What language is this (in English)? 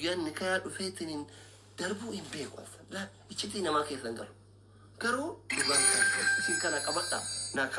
Oromo